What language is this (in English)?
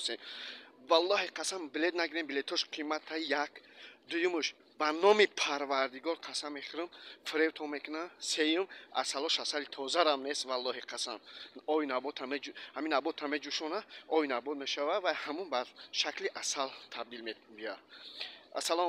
Tajik